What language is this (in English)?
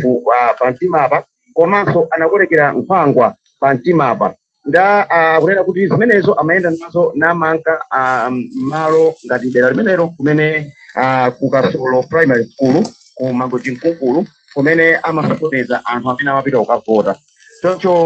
Nyanja